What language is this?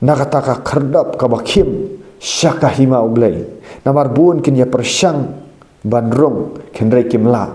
Khasi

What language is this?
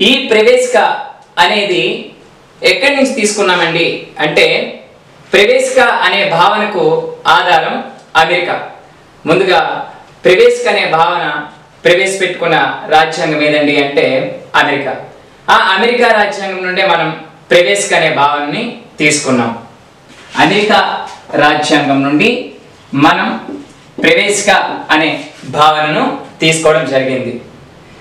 Telugu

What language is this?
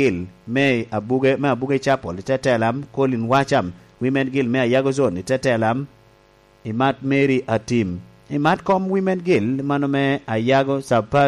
Lango (Uganda)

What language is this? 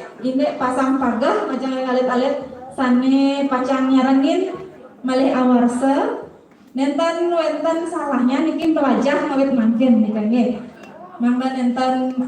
Balinese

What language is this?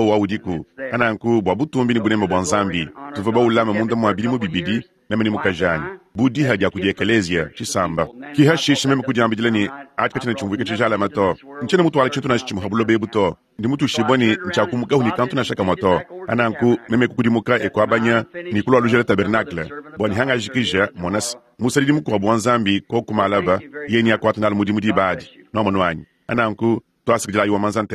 Luba-Lulua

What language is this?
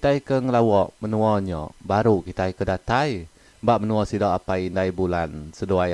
Iban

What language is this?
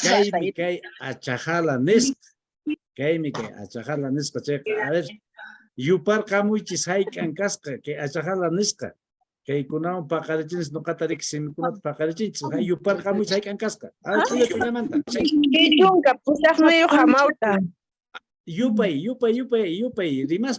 Quechua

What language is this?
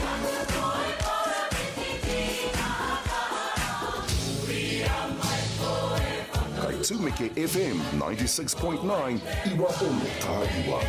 Māori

